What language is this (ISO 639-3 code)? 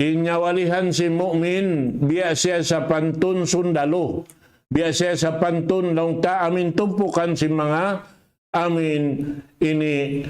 tsg